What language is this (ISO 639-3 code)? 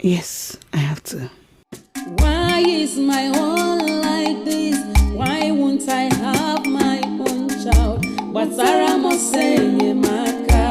pcm